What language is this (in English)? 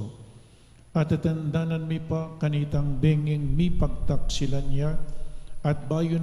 Pampanga